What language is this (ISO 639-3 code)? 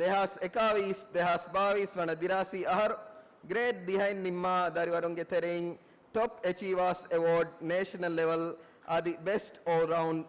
div